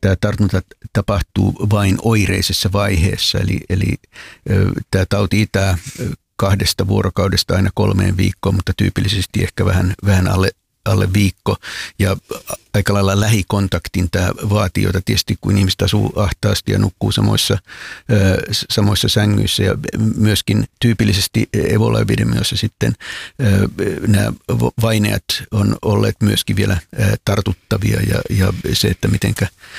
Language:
Finnish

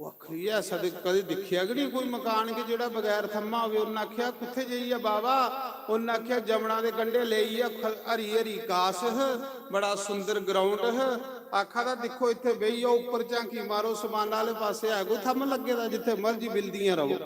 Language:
Dogri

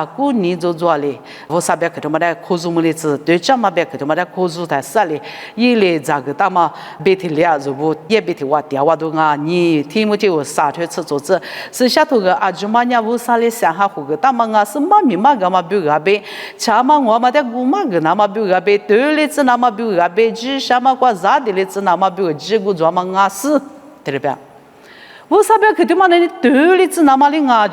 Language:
Lisu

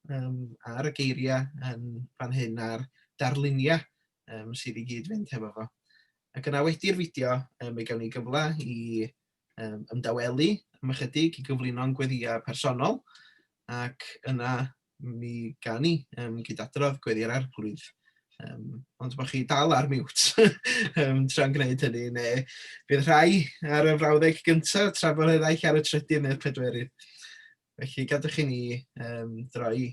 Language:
Welsh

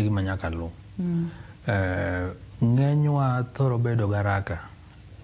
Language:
Luo (Kenya and Tanzania)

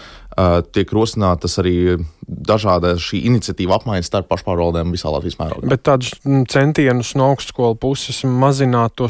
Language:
Latvian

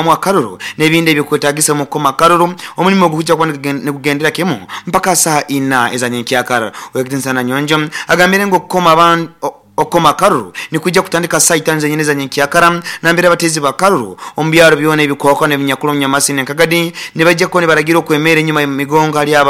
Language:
Nyoro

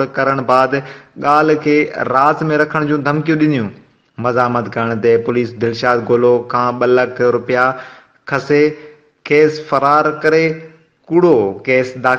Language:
Sindhi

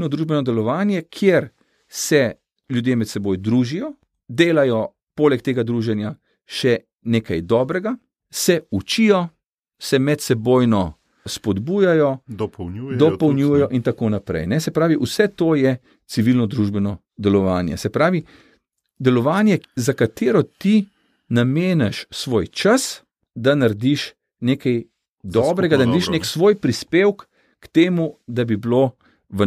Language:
Slovenian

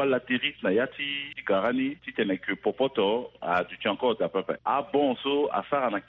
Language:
Sango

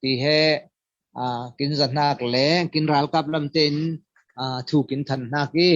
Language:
Falam Chin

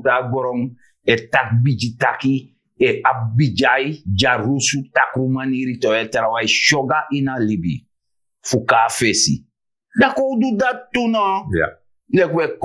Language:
Sranan Tongo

